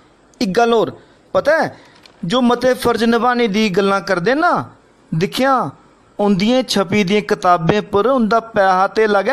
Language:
Dogri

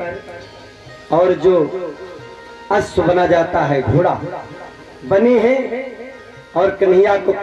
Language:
Hindi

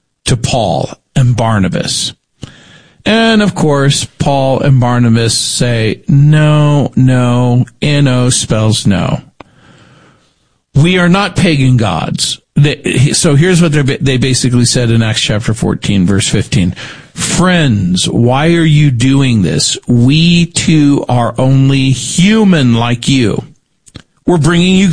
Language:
English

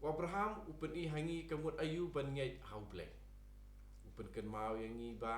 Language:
Khasi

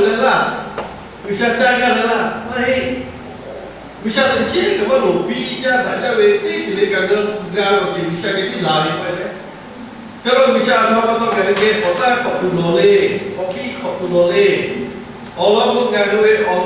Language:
Lahu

